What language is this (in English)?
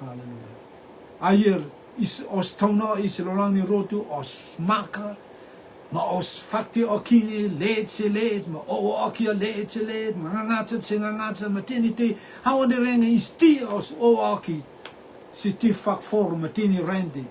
Rotuman